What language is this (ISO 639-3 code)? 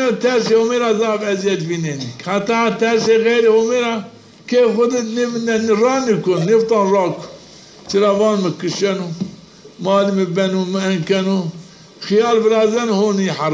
zza